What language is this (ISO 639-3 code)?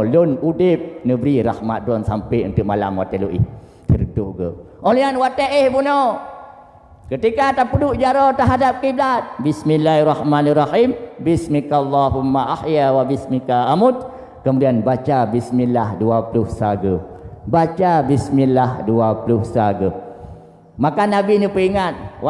ace